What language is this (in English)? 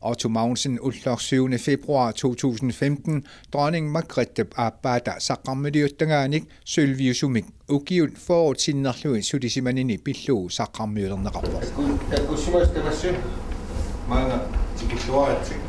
Kalaallisut